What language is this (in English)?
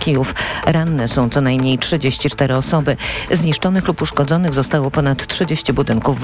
Polish